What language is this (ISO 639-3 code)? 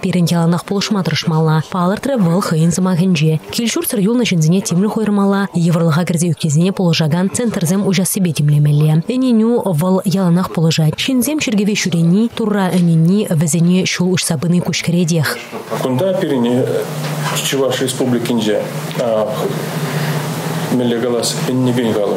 chv